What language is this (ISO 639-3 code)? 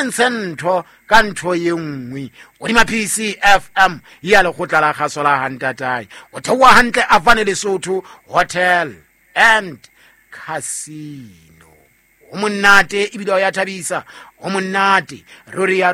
sot